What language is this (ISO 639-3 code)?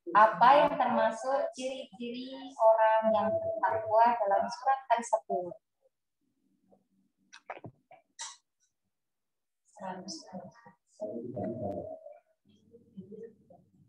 ind